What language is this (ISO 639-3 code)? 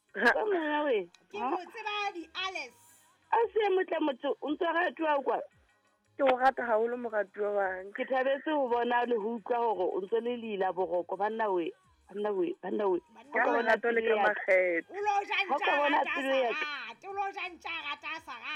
sot